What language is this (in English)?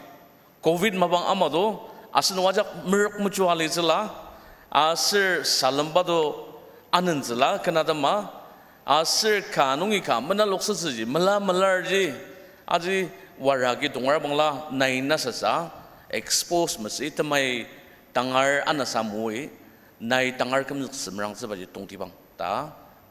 Ao Naga